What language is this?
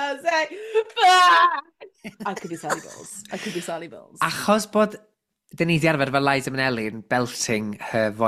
Welsh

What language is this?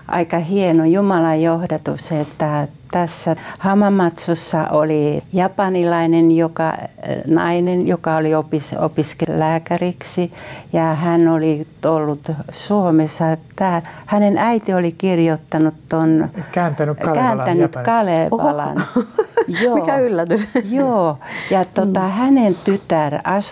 Finnish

